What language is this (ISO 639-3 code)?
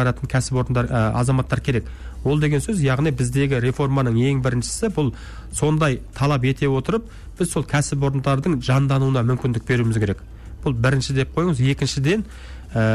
kaz